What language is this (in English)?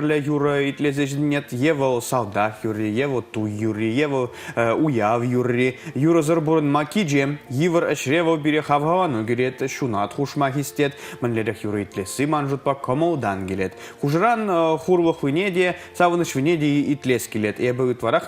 Chuvash